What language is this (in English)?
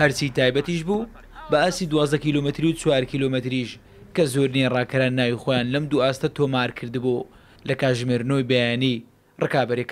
Central Kurdish